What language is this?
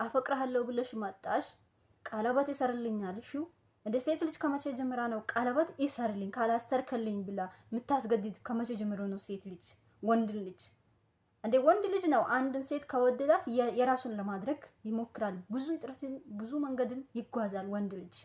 Amharic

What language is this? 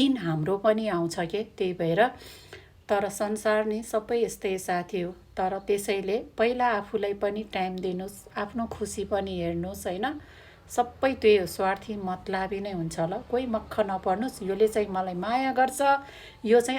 Nepali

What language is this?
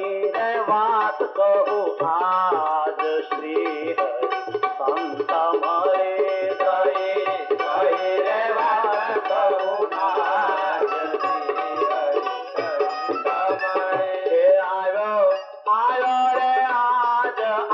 Gujarati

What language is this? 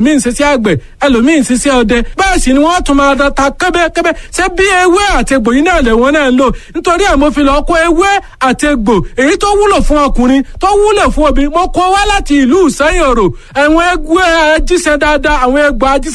Yoruba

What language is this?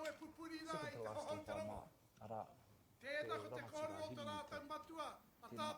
Māori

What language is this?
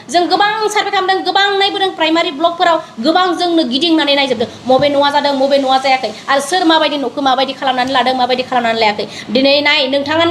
Bodo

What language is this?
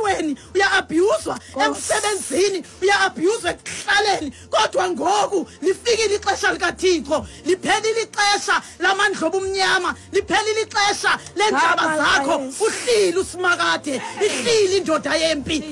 Xhosa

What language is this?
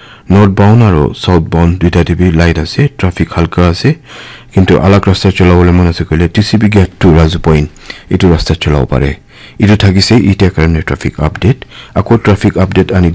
Naga Pidgin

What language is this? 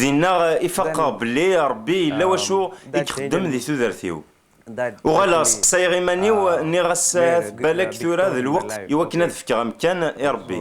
Kabyle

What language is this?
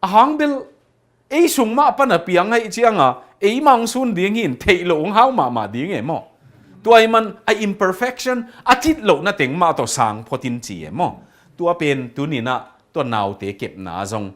Tedim Chin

